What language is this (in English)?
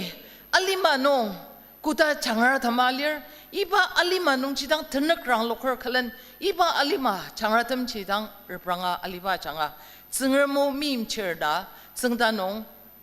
Ao Naga